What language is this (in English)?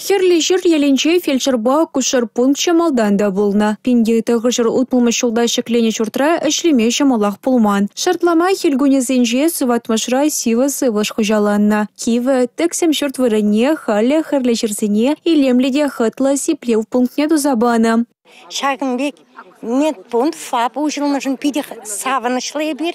Chuvash